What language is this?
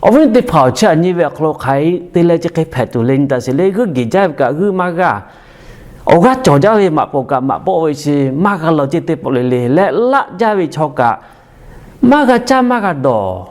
Lahu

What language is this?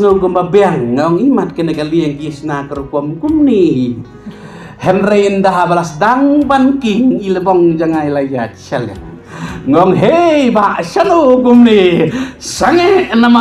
Khasi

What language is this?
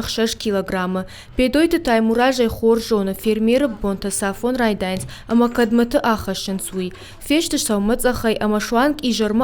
Ossetic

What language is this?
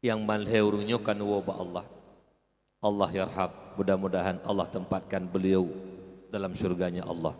Achinese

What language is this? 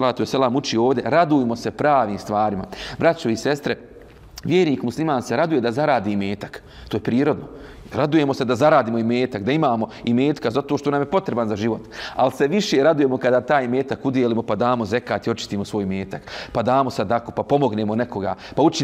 Bosnian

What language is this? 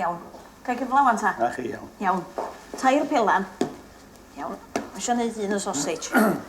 Welsh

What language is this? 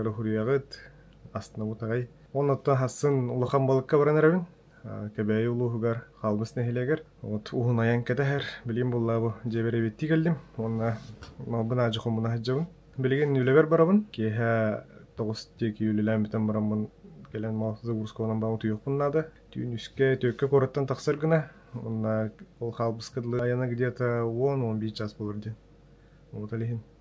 Yakut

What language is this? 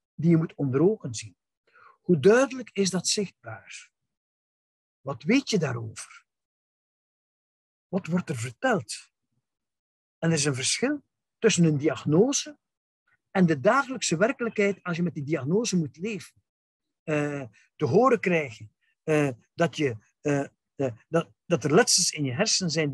Dutch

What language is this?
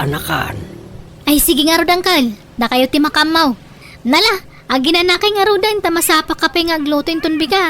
Iloko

